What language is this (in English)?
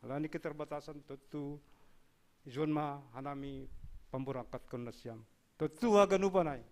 Batak Simalungun